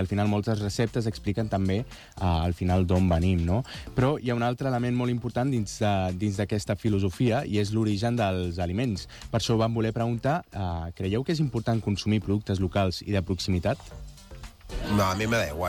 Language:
Catalan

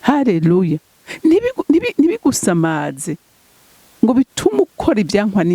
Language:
Rundi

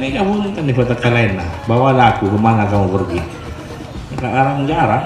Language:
Madurese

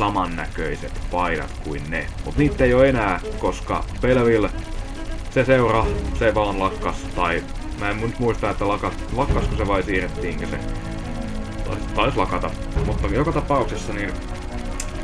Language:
Finnish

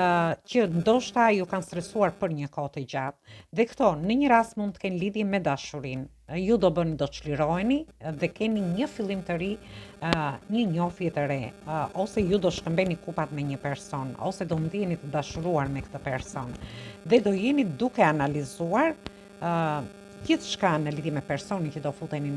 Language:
Albanian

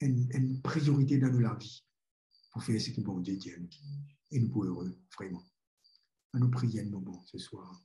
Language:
Morisyen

